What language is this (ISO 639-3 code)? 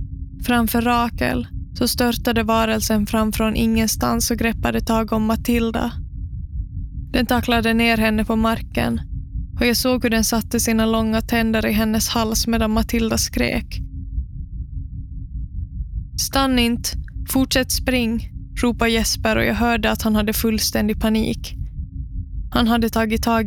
swe